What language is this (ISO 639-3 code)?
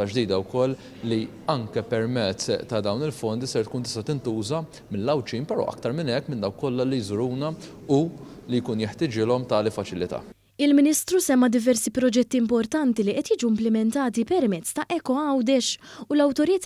mlt